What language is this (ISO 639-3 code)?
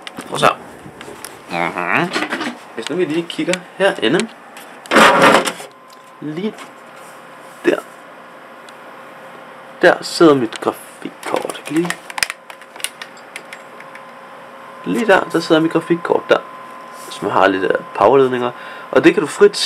dan